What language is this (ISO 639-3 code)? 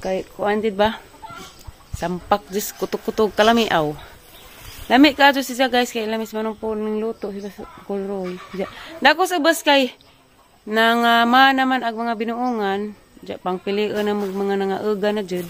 ceb